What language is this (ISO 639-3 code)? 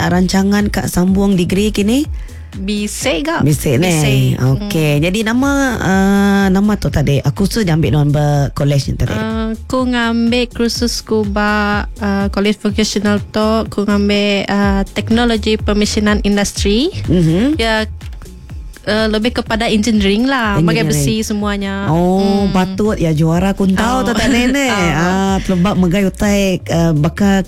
msa